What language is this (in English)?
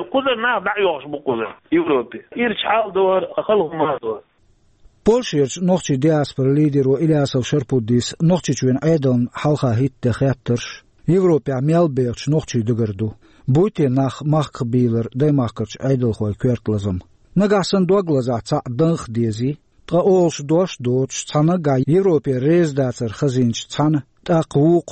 Chechen